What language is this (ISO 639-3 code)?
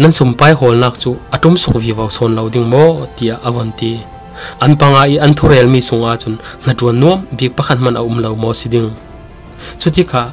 cfm